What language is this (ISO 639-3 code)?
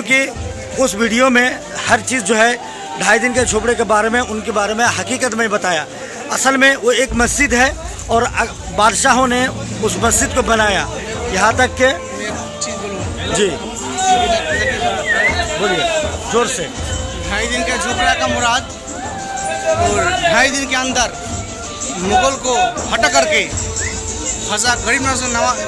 hin